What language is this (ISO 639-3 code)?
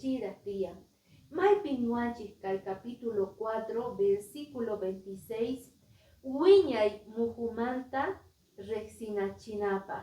que